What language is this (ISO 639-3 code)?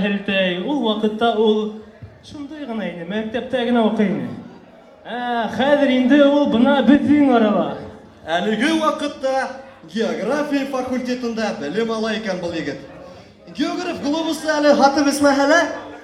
bak